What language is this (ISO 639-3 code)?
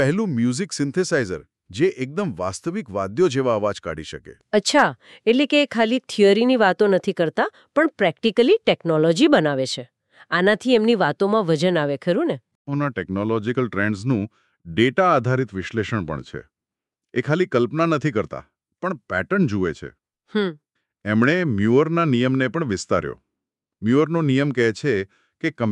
guj